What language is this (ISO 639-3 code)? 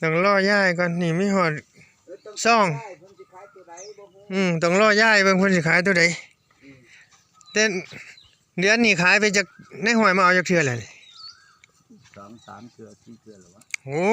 tts